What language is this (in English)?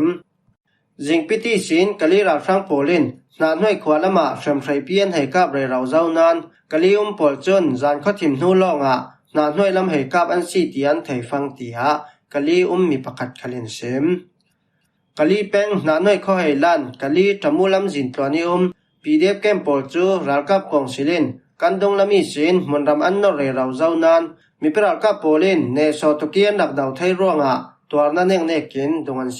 Falam Chin